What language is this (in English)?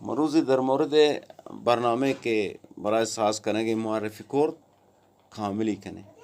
Eastern Balochi